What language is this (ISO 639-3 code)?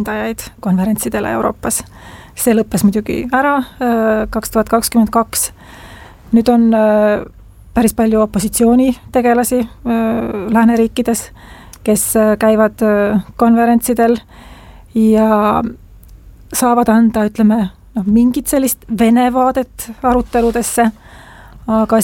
est